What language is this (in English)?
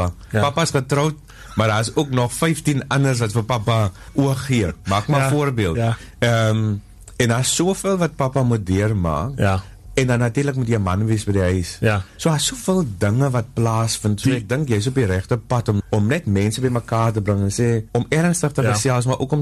Afrikaans